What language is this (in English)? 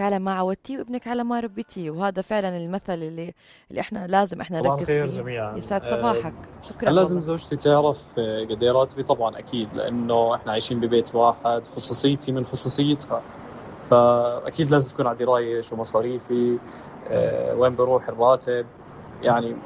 North Levantine Arabic